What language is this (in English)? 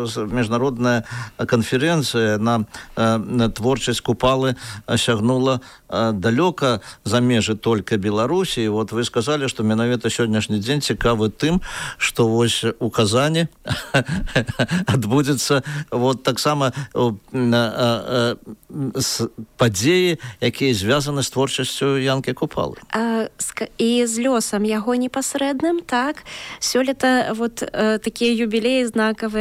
Belarusian